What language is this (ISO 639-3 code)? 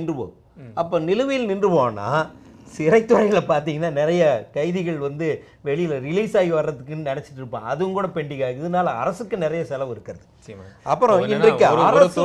tam